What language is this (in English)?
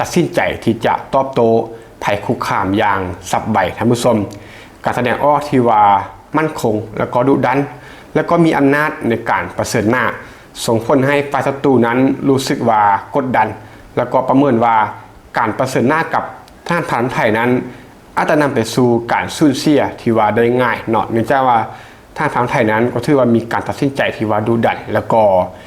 Lao